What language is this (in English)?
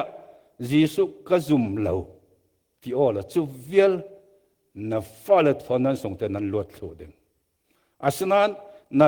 Falam Chin